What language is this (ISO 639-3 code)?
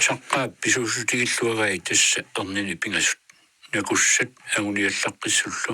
kal